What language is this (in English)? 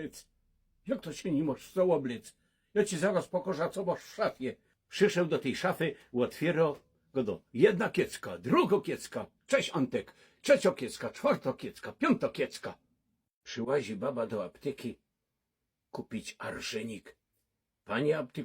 Silesian